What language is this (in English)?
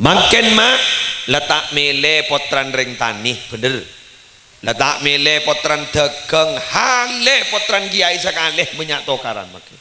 Madurese